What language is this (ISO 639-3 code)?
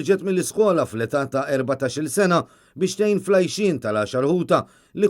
mlt